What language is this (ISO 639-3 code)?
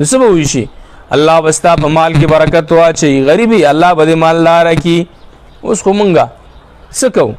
pus